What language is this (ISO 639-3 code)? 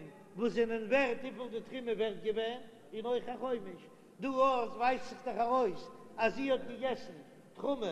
yid